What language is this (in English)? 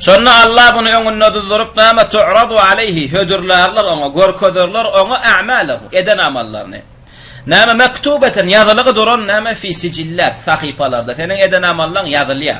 Turkmen